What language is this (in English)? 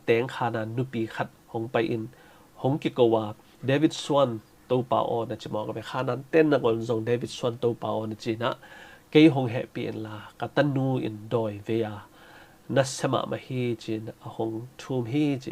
Tedim Chin